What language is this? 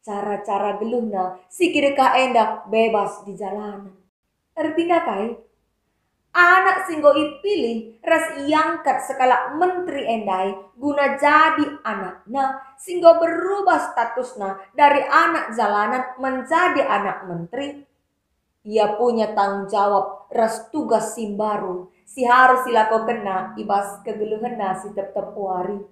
Batak Karo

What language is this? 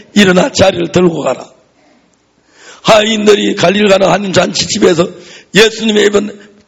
Korean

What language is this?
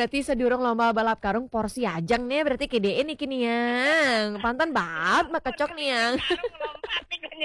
Balinese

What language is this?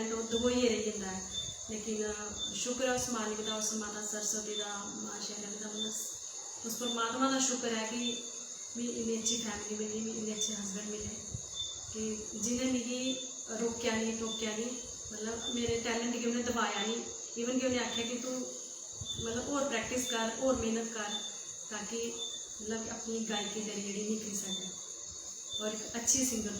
Dogri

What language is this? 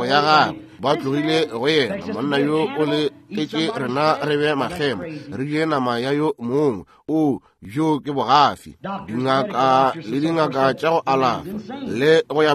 Northern Sotho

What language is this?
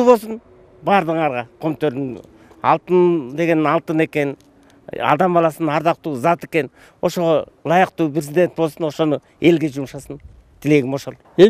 Kyrgyz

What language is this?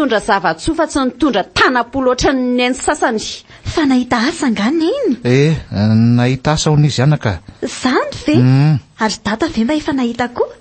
Malagasy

